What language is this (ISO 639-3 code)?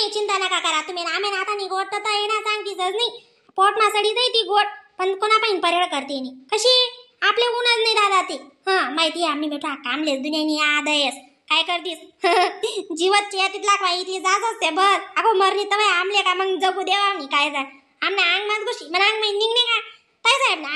khn